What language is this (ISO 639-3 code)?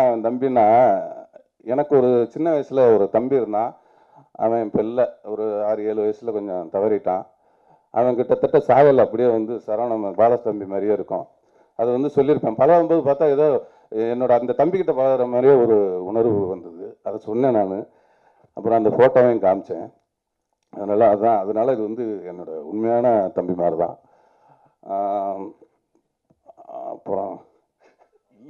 tam